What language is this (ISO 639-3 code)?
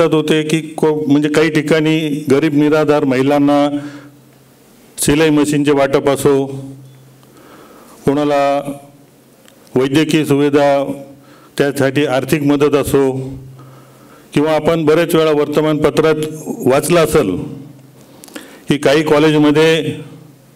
mar